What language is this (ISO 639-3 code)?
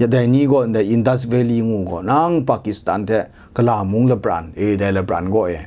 kac